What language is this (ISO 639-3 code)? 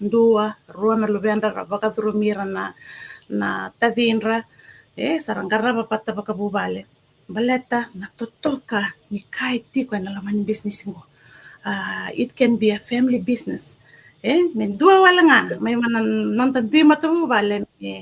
fij